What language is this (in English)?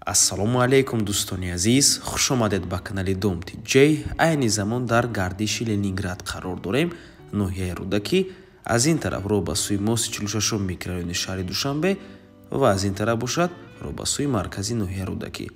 Tajik